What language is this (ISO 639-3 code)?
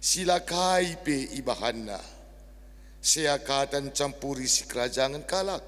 btx